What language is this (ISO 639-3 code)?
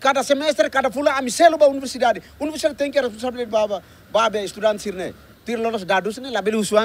tet